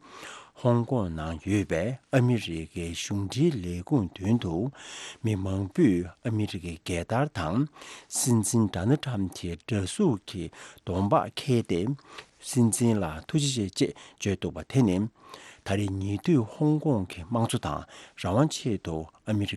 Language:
Tibetan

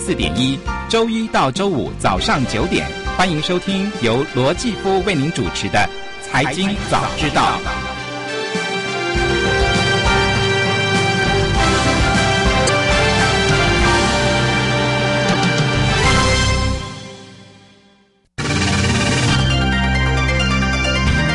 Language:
Chinese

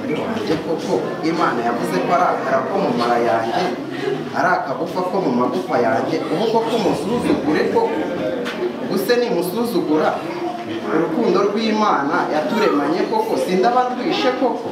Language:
Kinyarwanda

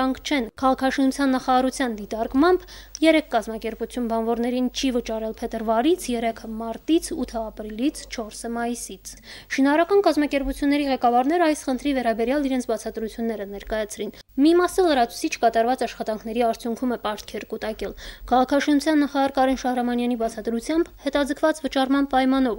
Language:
Armenian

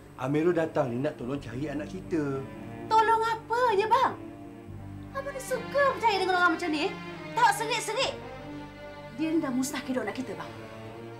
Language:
Malay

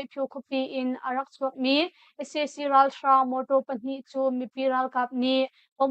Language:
Hakha Chin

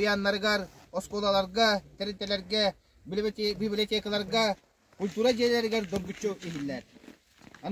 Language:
Yakut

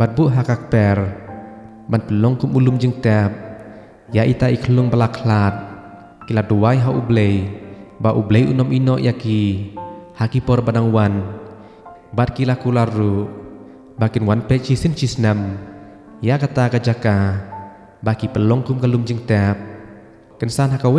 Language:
Khasi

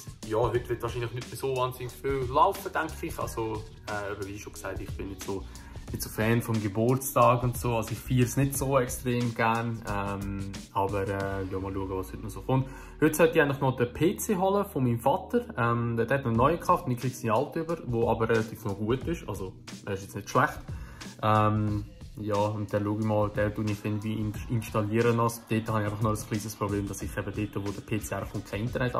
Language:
Swiss German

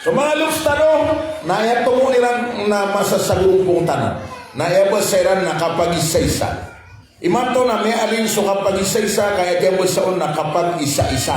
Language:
Maranao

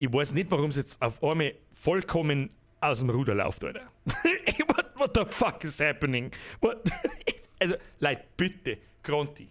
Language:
Bavarian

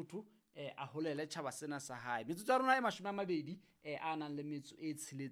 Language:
Southern Sotho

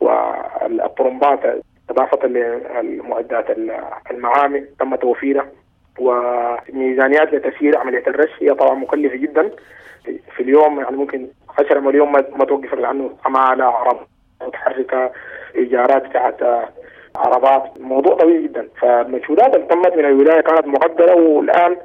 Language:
Sudanese Arabic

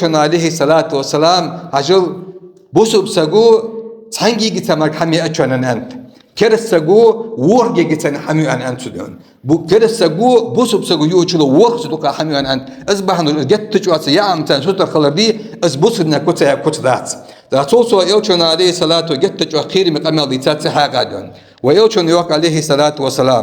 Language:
Ingush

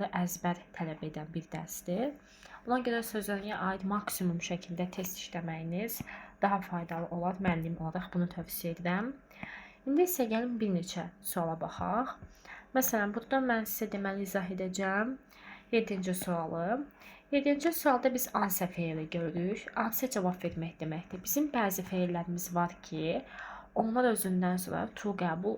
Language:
Azerbaijani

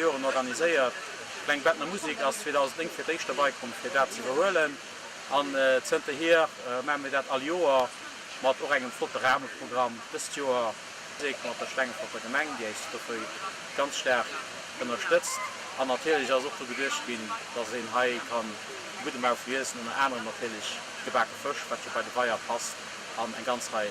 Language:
Luxembourgish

